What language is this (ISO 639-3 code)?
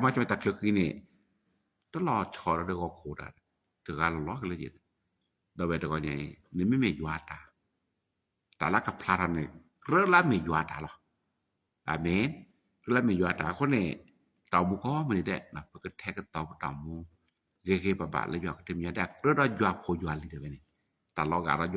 ksw